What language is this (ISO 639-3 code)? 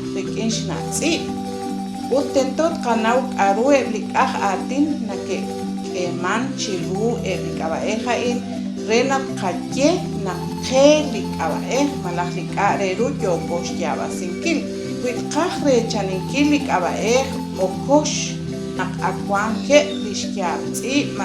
kek